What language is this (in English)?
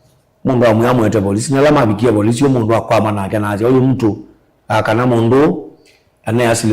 Kamba